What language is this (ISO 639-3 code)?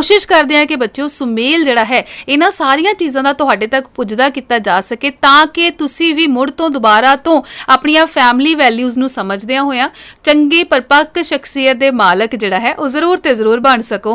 pan